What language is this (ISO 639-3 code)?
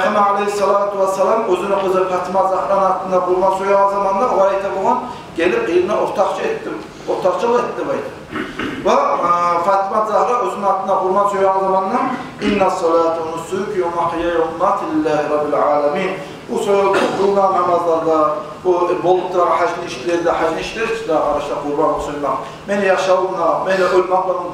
kum